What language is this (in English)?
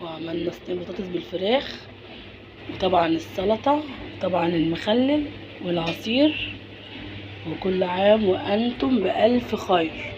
Egyptian Arabic